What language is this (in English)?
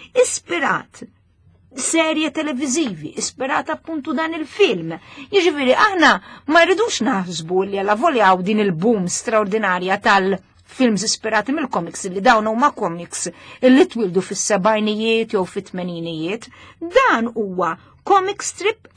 Maltese